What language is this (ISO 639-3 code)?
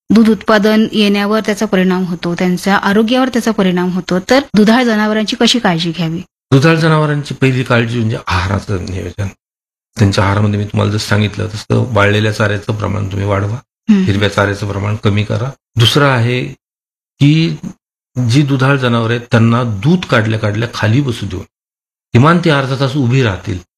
mar